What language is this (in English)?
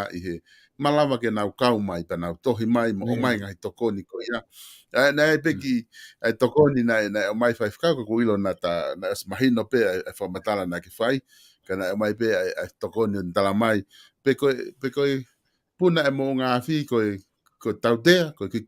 Tongan